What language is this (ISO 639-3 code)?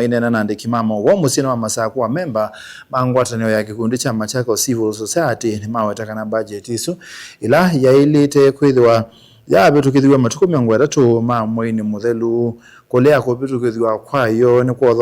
kam